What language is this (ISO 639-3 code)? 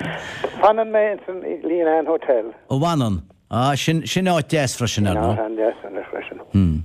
gle